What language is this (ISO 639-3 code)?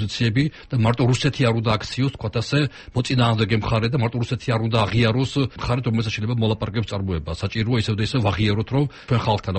kat